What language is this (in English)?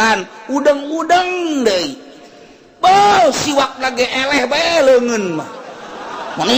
Sundanese